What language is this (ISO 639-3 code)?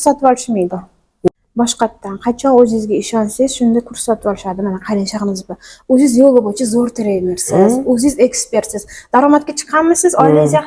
uzb